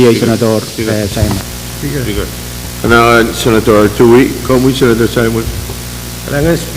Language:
Pohnpeian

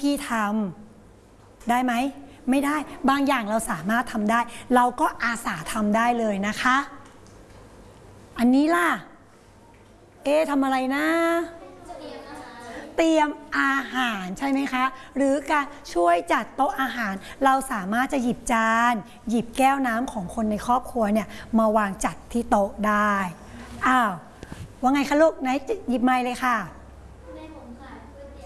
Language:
Thai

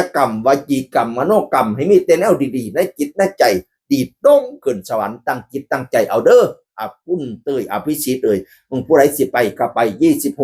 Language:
Northeastern Thai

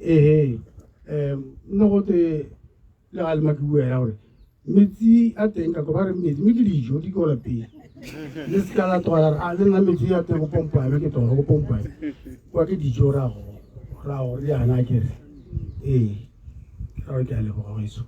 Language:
Tswana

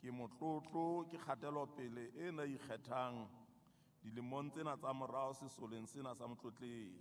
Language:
Southern Sotho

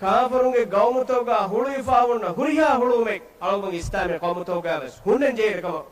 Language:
Divehi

